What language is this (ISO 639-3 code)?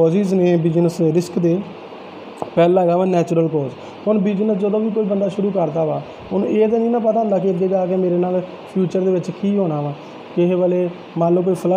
pan